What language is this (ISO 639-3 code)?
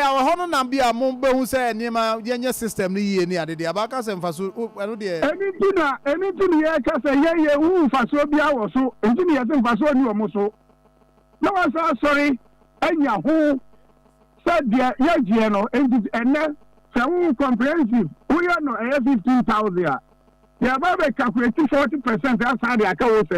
aka